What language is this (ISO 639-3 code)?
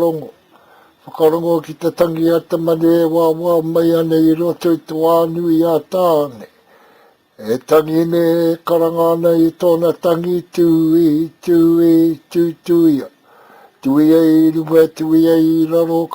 mri